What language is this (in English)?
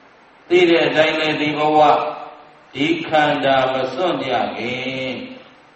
Burmese